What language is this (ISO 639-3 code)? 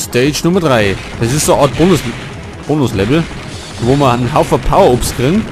bar